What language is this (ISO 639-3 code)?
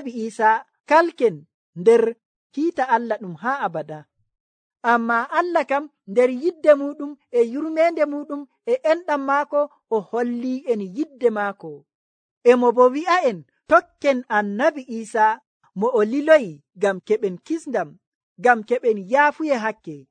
fuv